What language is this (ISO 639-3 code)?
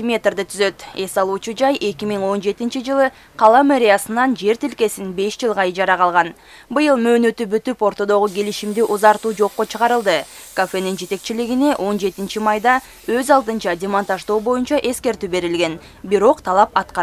kir